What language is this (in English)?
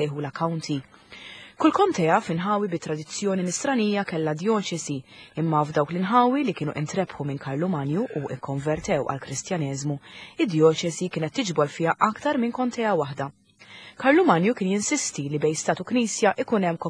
Maltese